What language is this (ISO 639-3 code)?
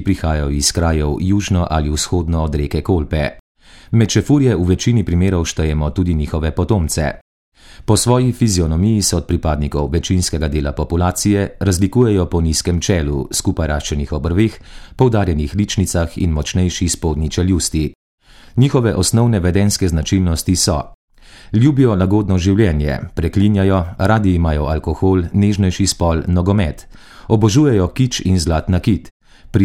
slv